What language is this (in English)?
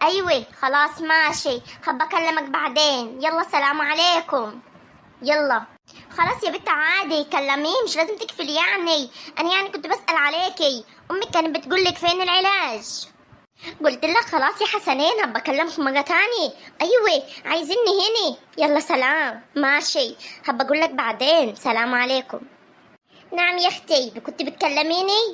Egyptian Arabic